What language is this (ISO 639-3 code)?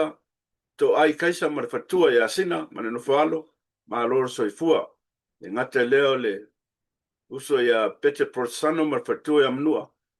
smo